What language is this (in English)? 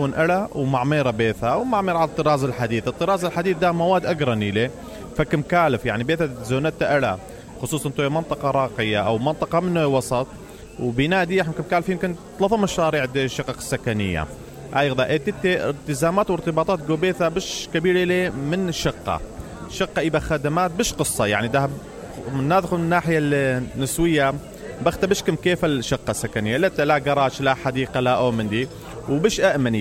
Mesopotamian Arabic